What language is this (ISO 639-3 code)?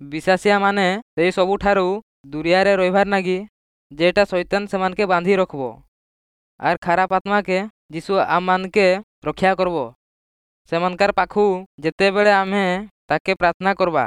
ori